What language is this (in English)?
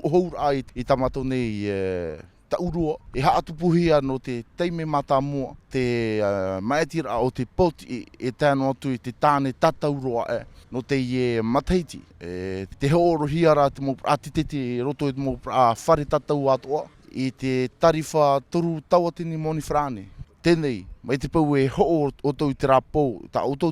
Tahitian